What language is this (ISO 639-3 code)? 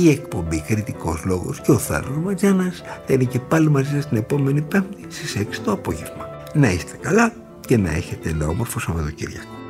ell